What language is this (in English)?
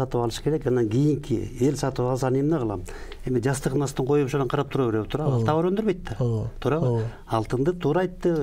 Kyrgyz